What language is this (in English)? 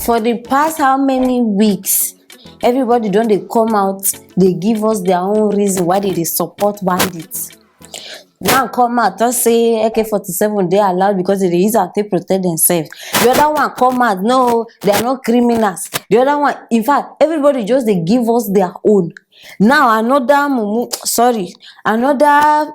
Nigerian Pidgin